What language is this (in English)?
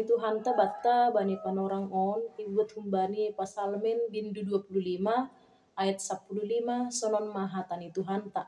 Batak Simalungun